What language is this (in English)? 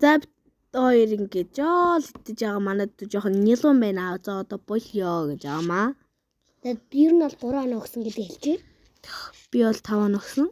Mongolian